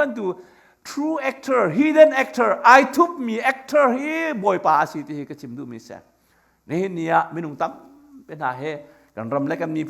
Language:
Hakha Chin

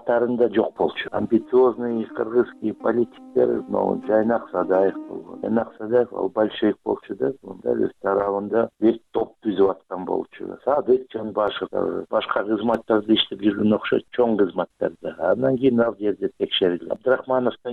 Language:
Kyrgyz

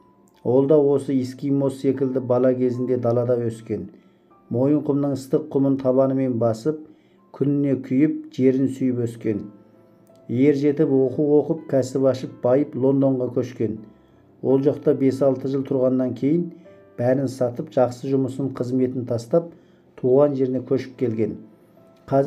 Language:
Kazakh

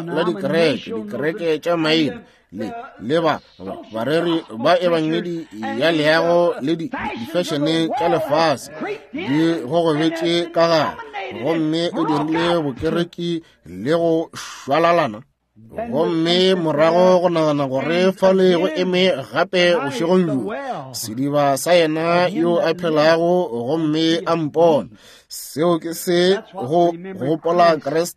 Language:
Northern Sotho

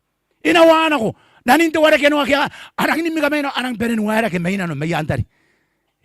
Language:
Gilbertese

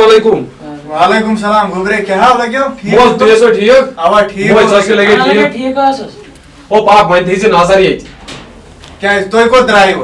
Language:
Kashmiri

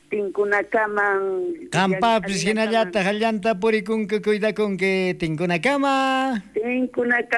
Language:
South Bolivian Quechua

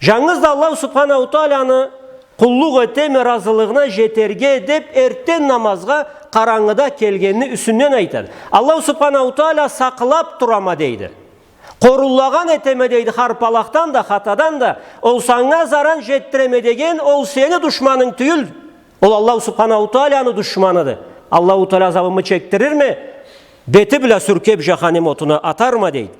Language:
Karachay-Balkar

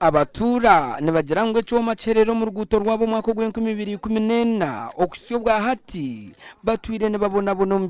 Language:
Nyankole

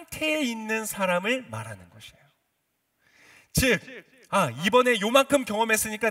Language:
Korean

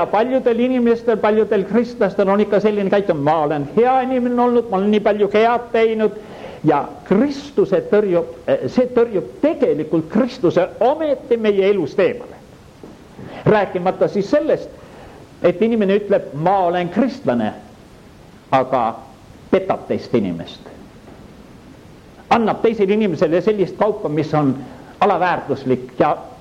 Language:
Estonian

